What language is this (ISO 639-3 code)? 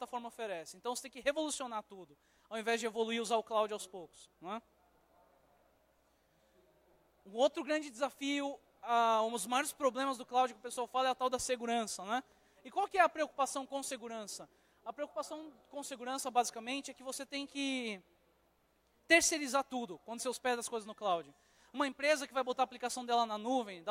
por